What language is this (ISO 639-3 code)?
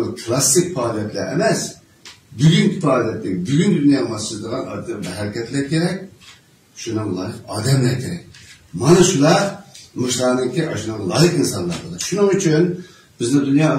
uig